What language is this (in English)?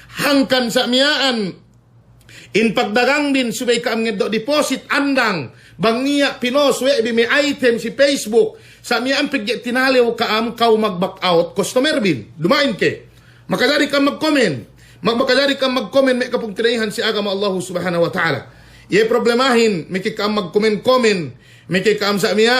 Yakan